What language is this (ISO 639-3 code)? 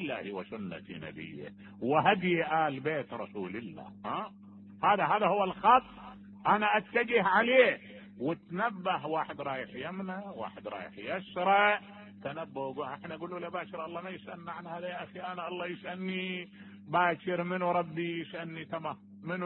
acm